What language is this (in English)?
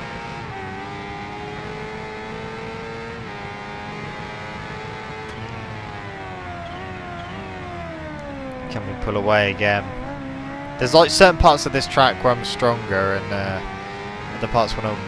English